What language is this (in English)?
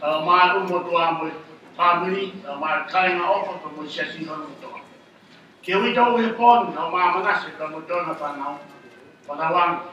Tongan